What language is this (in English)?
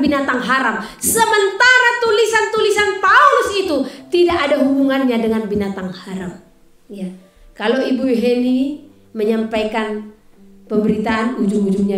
Indonesian